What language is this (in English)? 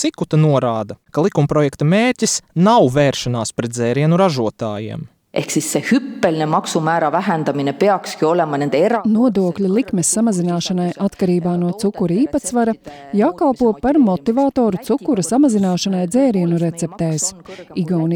Latvian